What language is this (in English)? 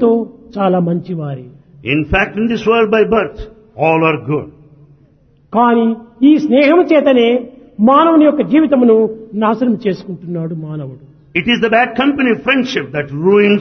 Telugu